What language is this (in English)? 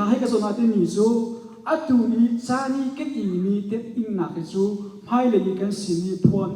Hakha Chin